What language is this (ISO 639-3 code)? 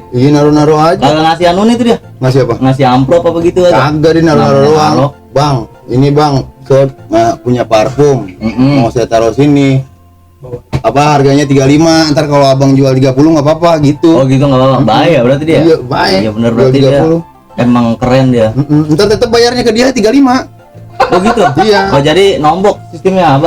bew